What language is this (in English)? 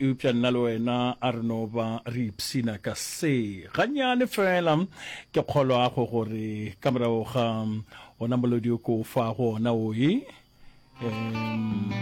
Northern Sotho